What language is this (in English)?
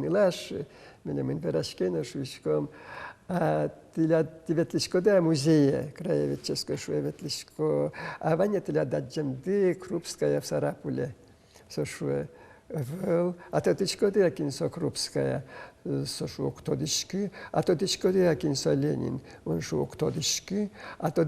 Udmurt